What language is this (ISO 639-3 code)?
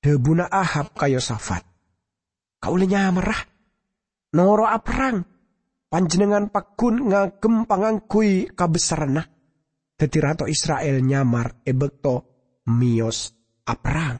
mad